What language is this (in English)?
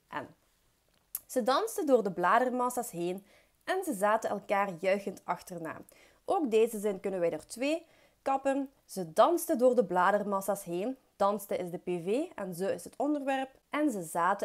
Dutch